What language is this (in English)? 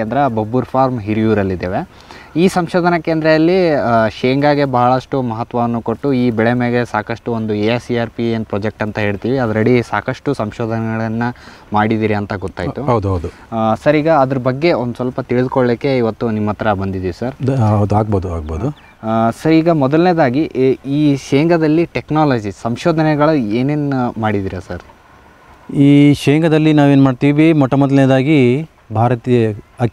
Kannada